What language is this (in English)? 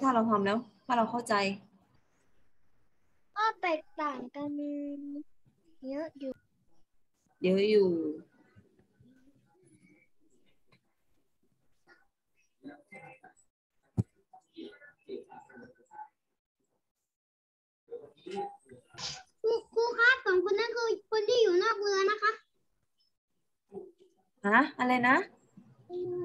Thai